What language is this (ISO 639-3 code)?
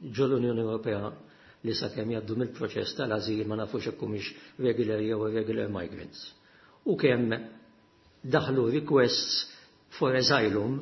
mlt